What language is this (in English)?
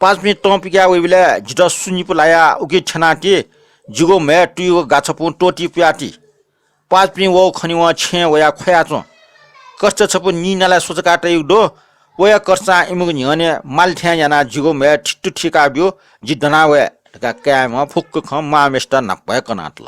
Newari